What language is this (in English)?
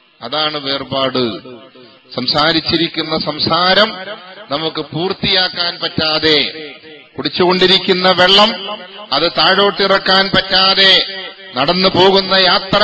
Malayalam